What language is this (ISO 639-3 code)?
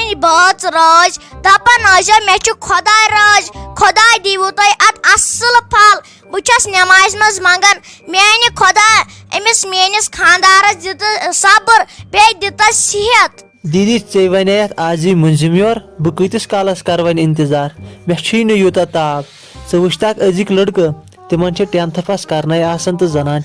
kas